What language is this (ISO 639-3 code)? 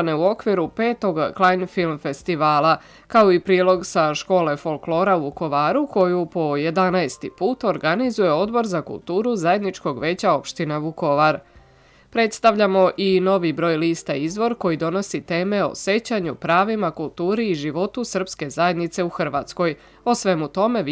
srp